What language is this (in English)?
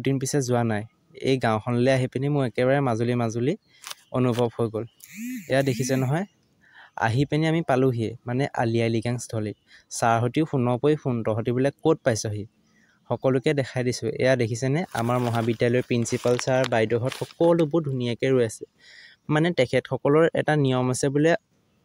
Assamese